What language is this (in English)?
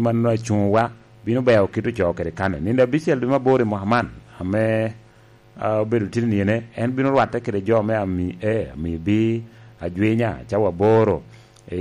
Lango (Uganda)